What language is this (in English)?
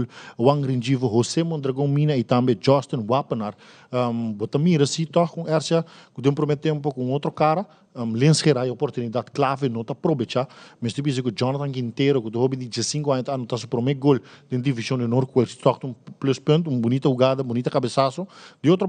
Papiamento